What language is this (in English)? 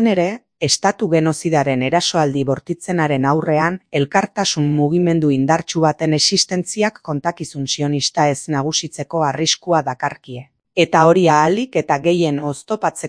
Basque